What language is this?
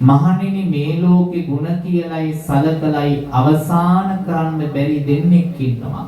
Sinhala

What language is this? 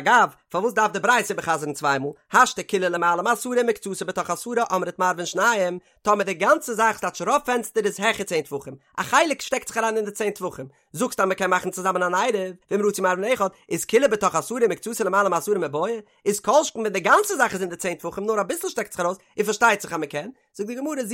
Yiddish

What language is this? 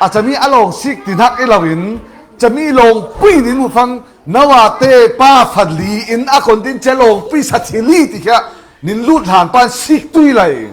Falam Chin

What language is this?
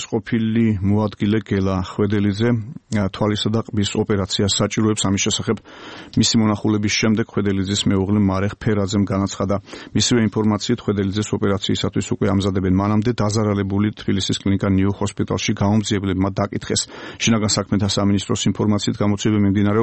Georgian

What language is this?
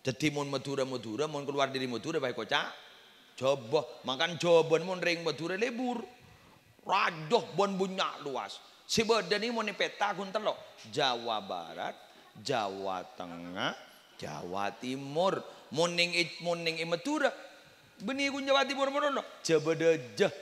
Madurese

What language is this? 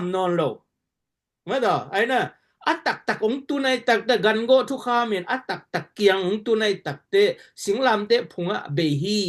Tedim Chin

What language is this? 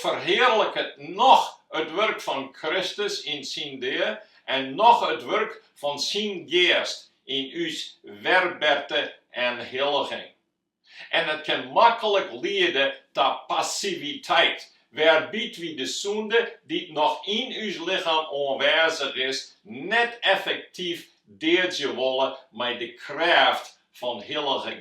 Western Frisian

